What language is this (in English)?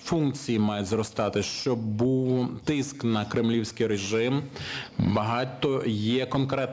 Ukrainian